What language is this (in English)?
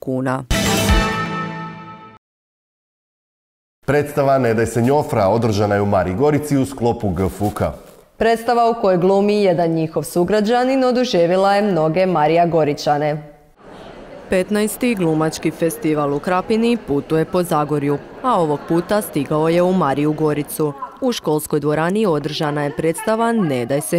Croatian